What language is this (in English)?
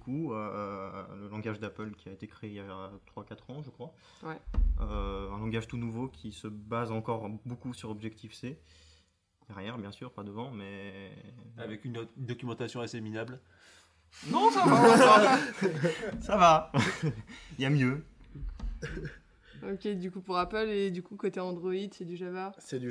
French